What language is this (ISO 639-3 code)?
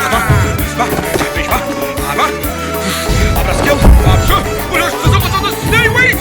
abk